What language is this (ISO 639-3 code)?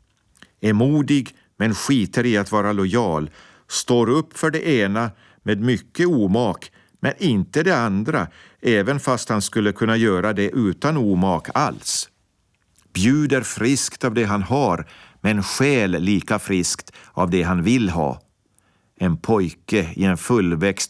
swe